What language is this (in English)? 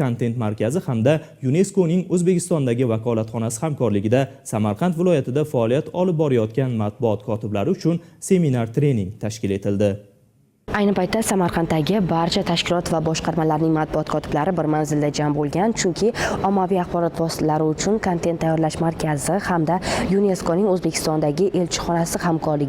Uzbek